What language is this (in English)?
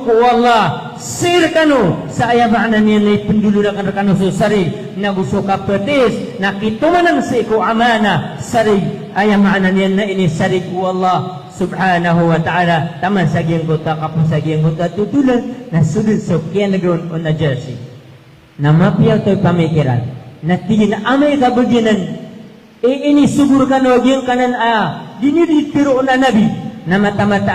Maranao